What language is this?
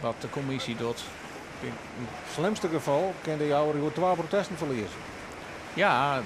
Western Frisian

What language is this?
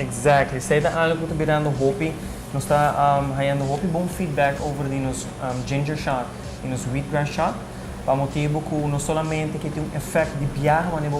Papiamento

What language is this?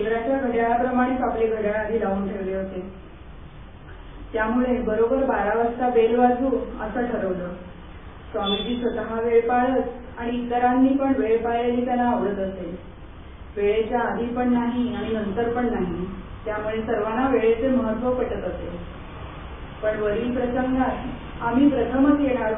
Marathi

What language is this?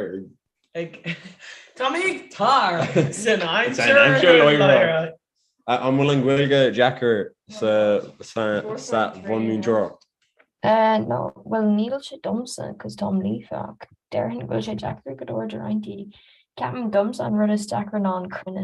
Irish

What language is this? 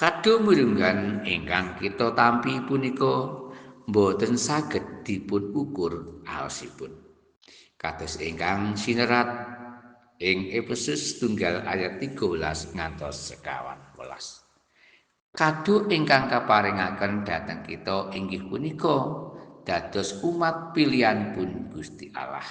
Javanese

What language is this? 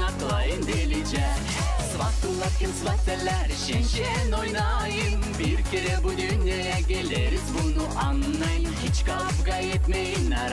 Gagauz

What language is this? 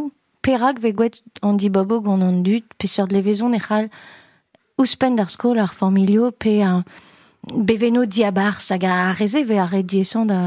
Breton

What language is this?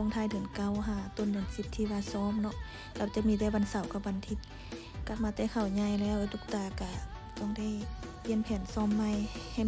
Lao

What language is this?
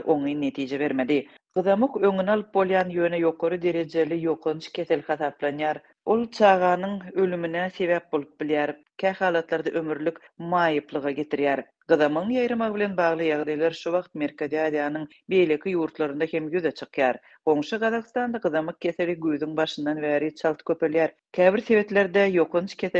Turkmen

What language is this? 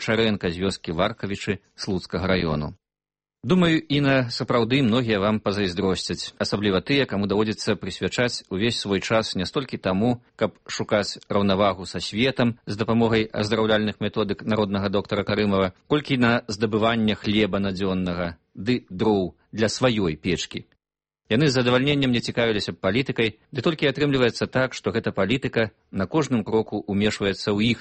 Belarusian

